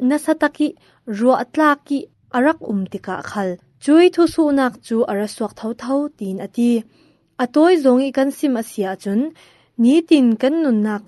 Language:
Falam Chin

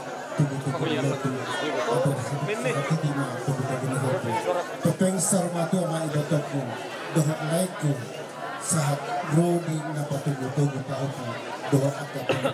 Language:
Batak Toba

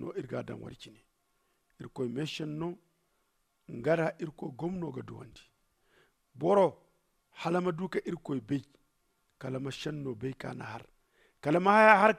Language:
Zarma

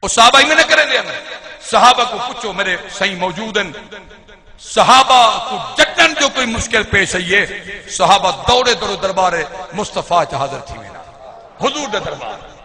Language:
Saraiki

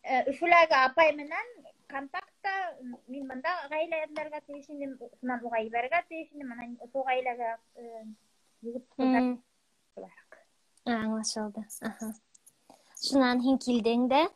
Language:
Bashkir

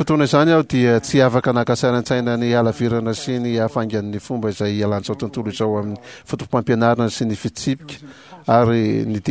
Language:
Malagasy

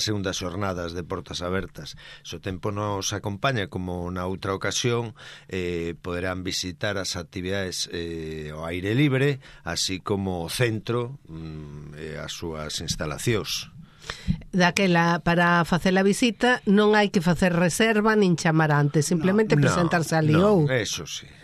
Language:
Galician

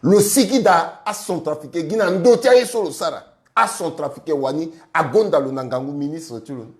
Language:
Sango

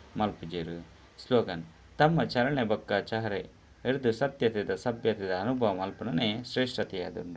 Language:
Tulu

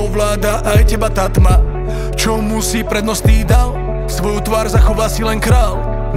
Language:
Slovak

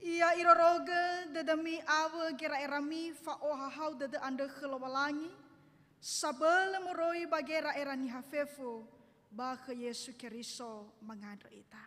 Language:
Nias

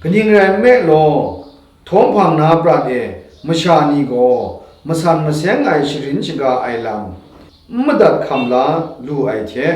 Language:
Kachin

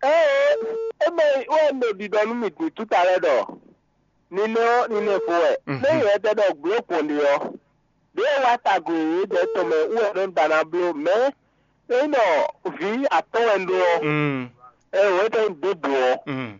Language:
Fon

